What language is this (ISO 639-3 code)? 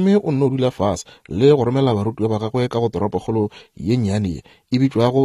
nso